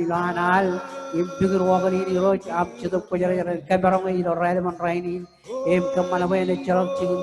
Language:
Marshallese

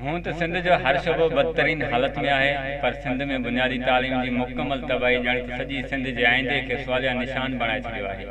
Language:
Sindhi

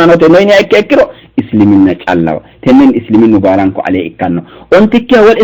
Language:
Sidamo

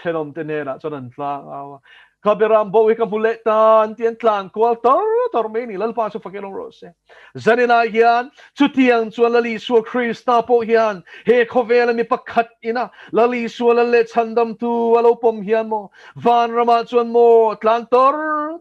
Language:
Mizo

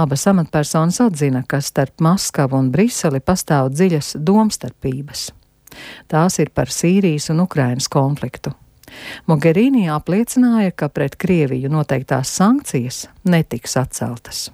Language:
Latvian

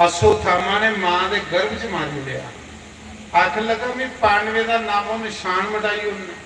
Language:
Dogri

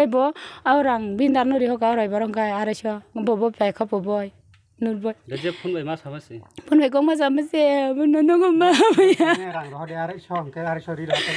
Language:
Kok Borok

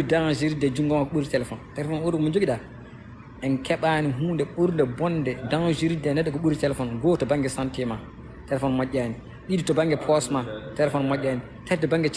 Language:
Fula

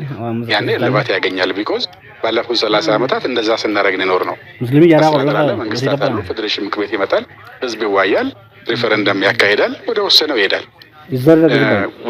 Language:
Amharic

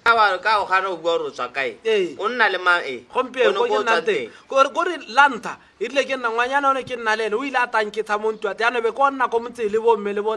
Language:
Tswana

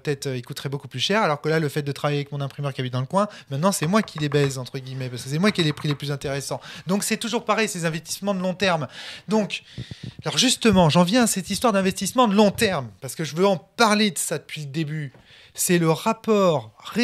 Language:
French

